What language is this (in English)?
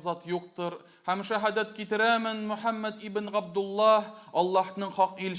Tatar